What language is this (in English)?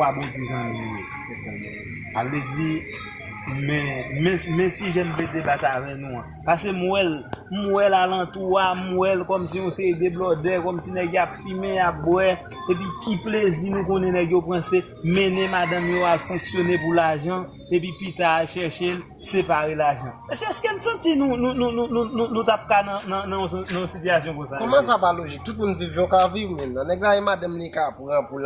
Haitian Creole